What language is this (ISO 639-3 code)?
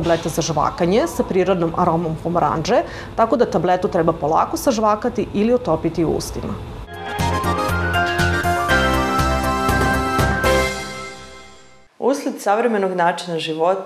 srp